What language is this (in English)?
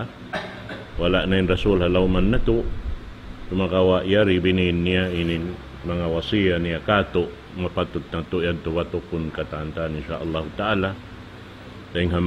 Tausug